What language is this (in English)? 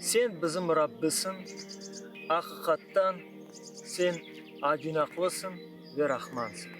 Crimean Tatar